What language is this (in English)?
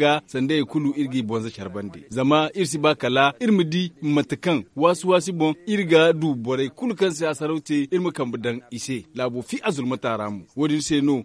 Zarma